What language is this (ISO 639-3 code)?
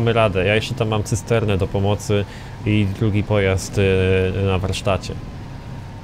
pol